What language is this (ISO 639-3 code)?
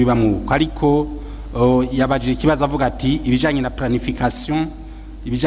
run